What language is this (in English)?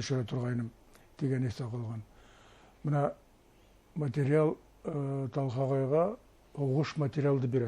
Bashkir